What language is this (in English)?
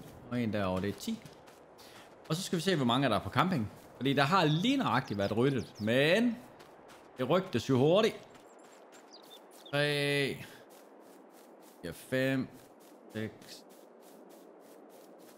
Danish